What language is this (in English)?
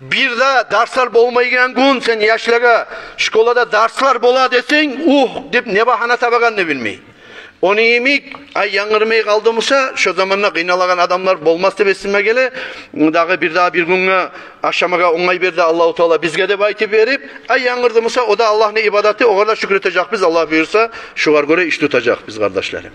Kumyk